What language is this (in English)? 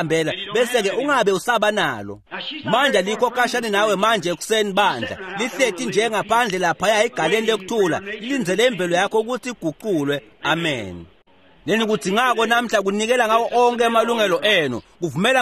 Swati